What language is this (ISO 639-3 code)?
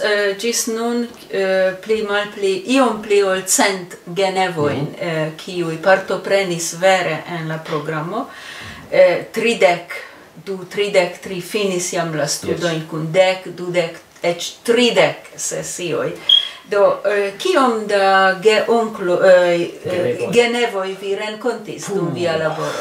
epo